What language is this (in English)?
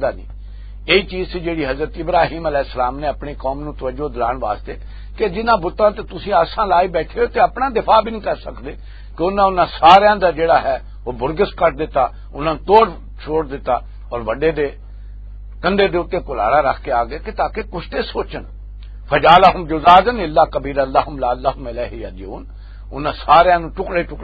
Western Panjabi